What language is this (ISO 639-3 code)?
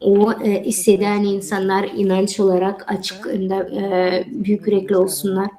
gag